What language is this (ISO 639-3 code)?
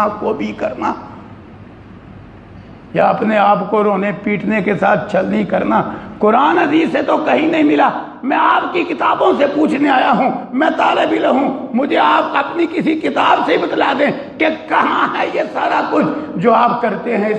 urd